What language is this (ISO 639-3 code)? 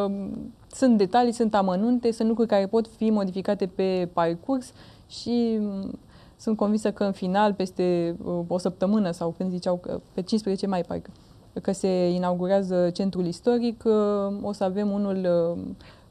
ron